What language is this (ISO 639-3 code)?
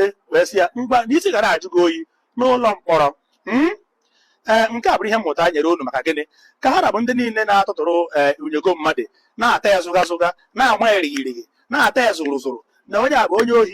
ibo